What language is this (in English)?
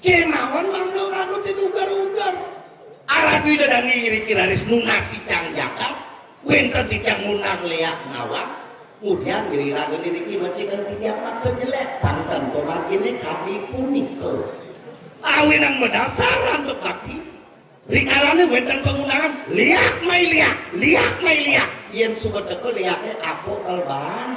Balinese